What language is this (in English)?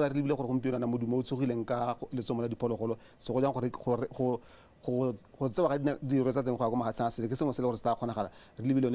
Tswana